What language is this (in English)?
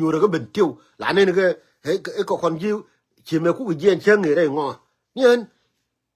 Nuer